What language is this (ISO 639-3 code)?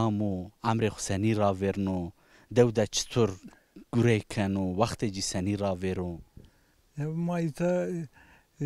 zza